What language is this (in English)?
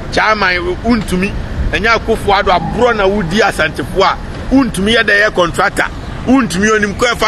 Akan